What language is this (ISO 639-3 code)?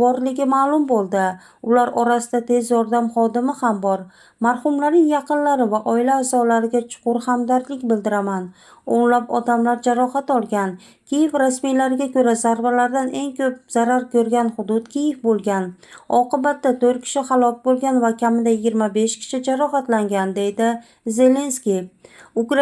uzb